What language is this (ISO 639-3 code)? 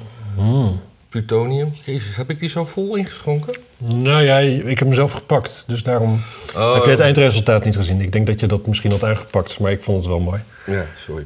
nld